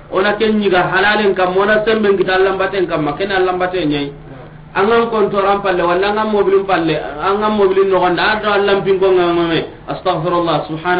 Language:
Soninke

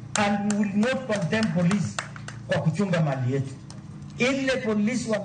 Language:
Luo (Kenya and Tanzania)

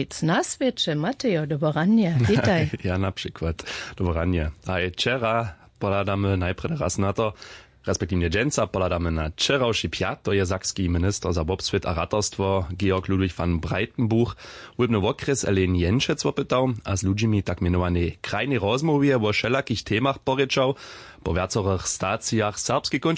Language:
Upper Sorbian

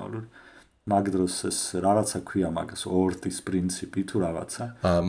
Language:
Georgian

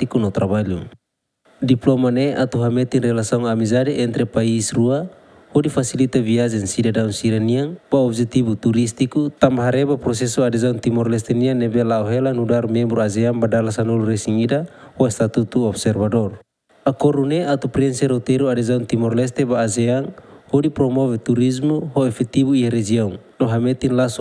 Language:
Tetum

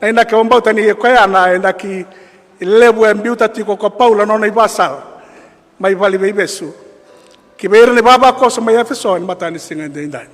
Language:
Fijian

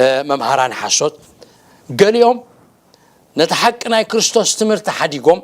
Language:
Tigrinya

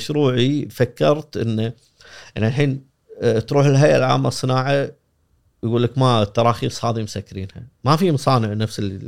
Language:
Gulf Arabic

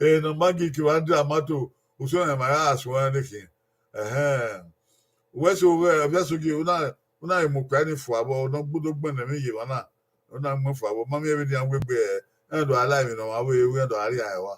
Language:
Bini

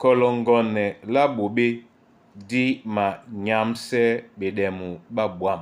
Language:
Duala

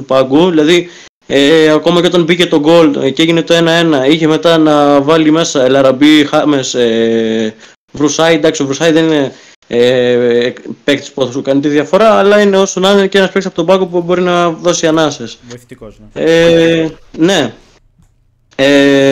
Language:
Greek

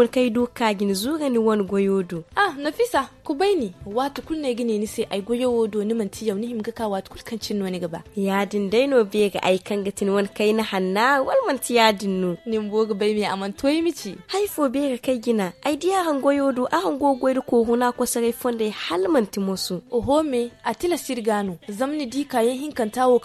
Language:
Zarma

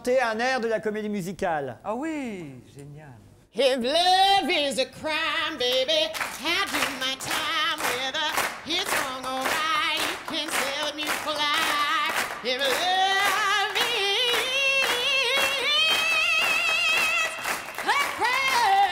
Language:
French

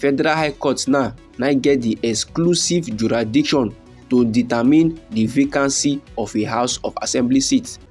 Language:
Nigerian Pidgin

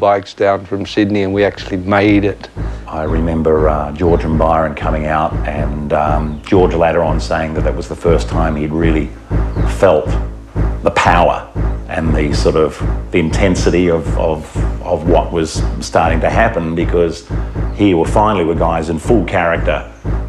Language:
English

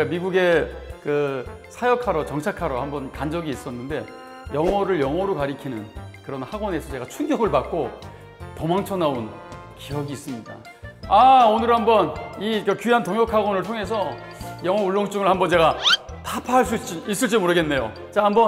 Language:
Korean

